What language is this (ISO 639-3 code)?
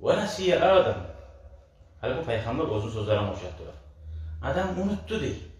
kum